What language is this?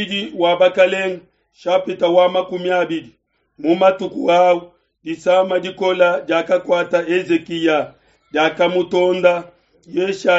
Luba-Lulua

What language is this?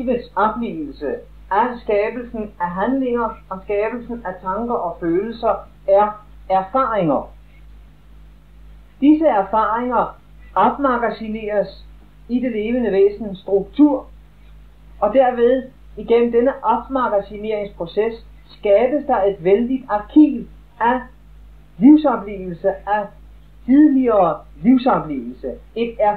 Danish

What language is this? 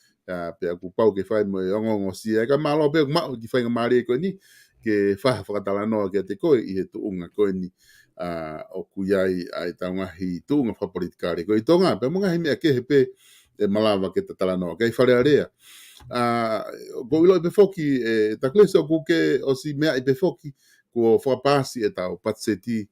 Tongan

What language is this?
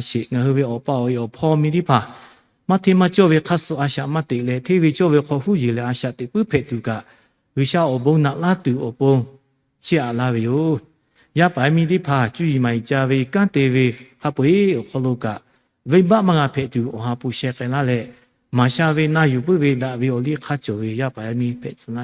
Lahu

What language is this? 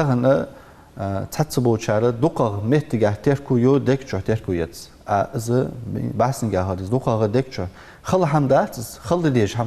Ingush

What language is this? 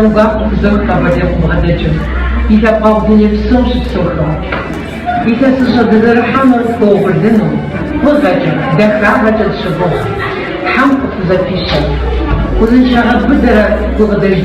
Kabardian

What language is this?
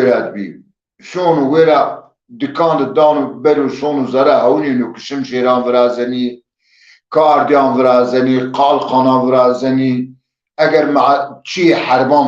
Zaza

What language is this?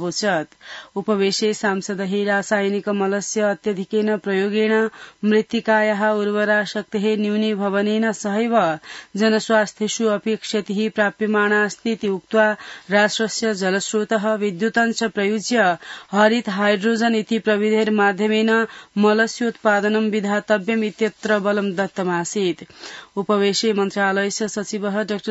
Sanskrit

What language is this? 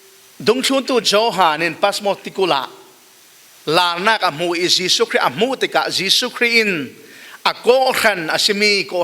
Falam Chin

